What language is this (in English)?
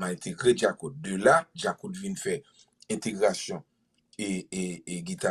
Haitian Creole